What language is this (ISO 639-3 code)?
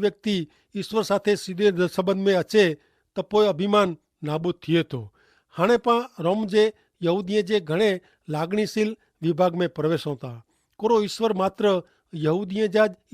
kfr